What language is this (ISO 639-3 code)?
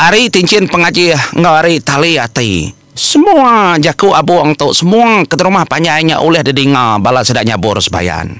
iba